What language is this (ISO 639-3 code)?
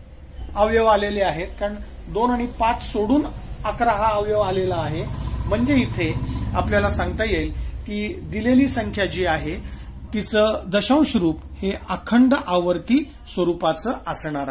mar